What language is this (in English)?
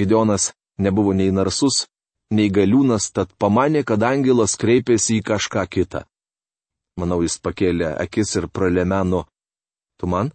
Lithuanian